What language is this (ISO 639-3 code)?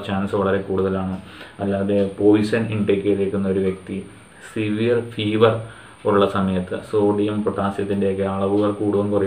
mal